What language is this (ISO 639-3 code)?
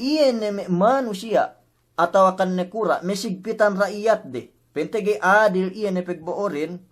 yka